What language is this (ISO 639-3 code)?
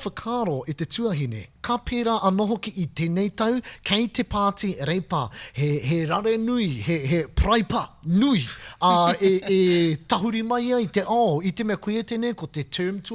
mri